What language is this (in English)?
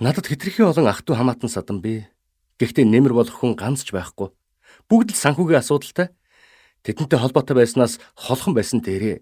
Mongolian